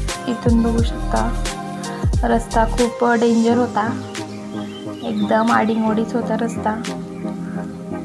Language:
Marathi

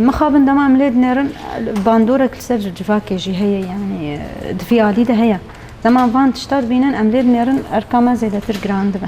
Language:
Kurdish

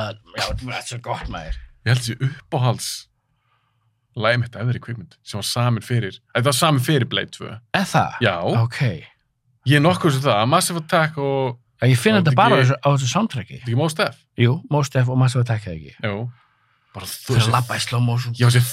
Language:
Icelandic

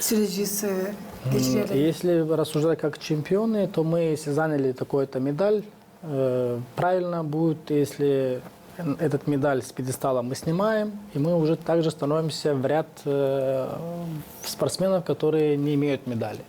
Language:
Gagauz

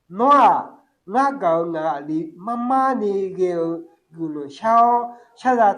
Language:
Akha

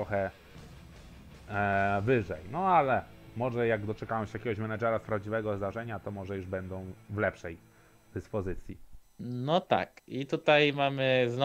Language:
Polish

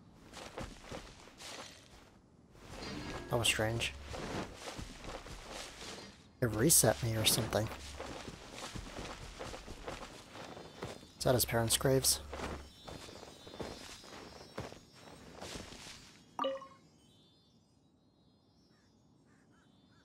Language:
English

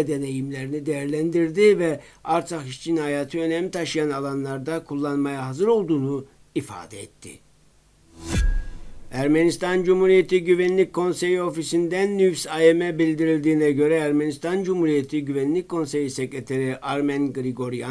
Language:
Turkish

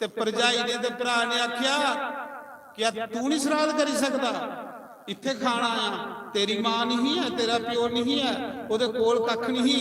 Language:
Dogri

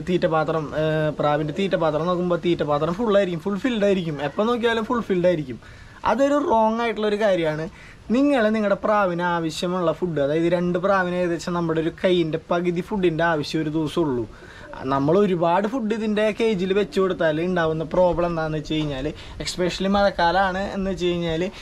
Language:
Malayalam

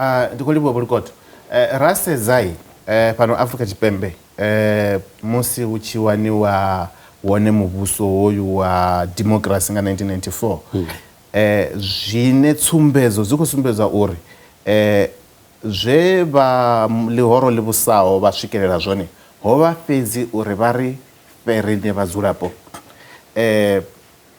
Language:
Venda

